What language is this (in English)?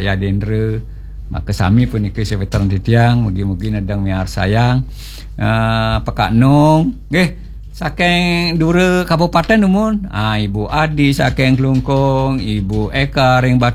Balinese